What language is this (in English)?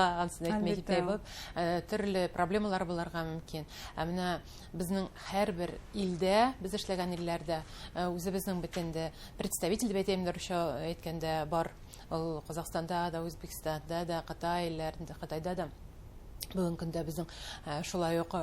Bashkir